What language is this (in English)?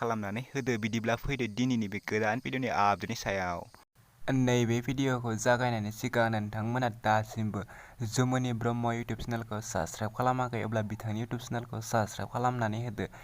Bodo